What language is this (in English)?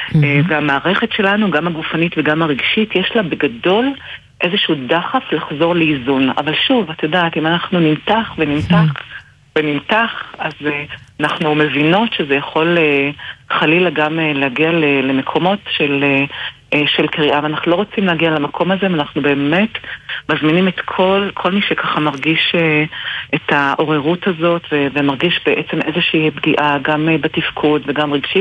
Hebrew